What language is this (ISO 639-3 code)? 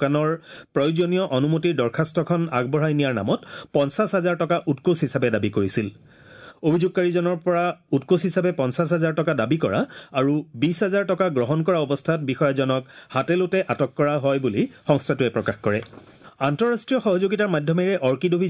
asm